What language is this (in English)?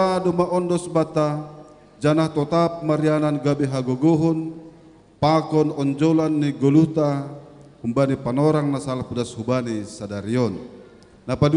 Batak Simalungun